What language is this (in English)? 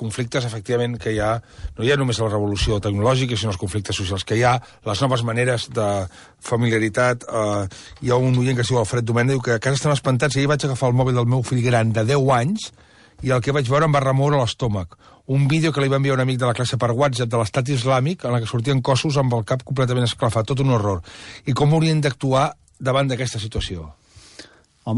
Catalan